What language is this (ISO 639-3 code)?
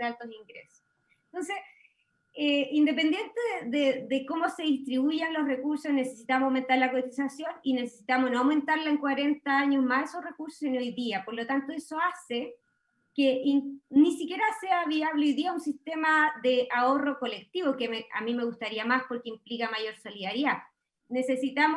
spa